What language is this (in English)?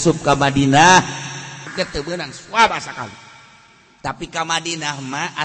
Sundanese